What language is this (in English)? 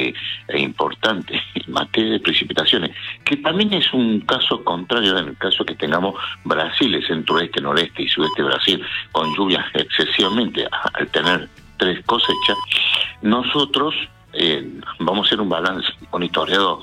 Spanish